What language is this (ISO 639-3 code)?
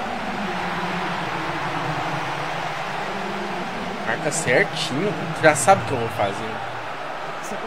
por